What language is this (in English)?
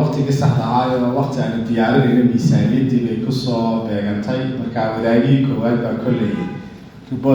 Somali